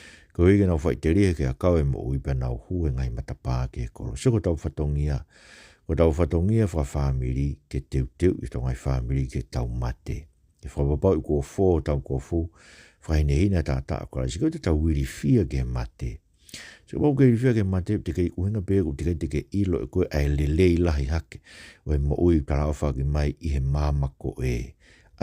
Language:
Tongan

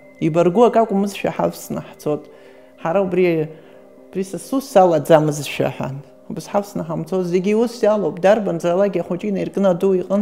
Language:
Abkhazian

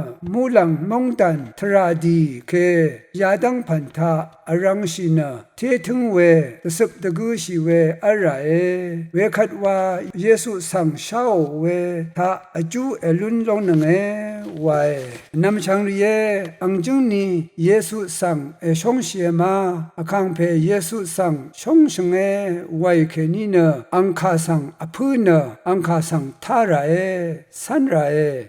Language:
Rawang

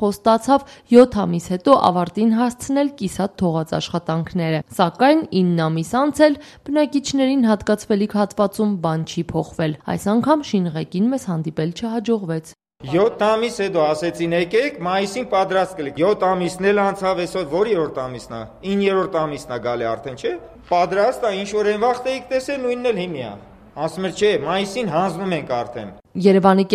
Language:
Armenian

